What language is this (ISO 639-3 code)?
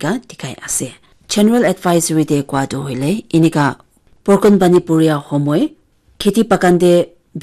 nag